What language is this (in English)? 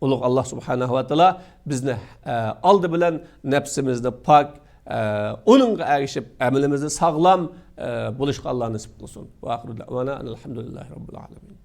Uyghur